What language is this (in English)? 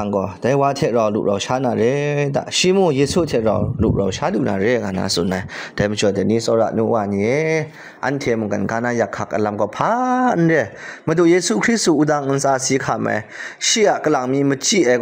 Kachin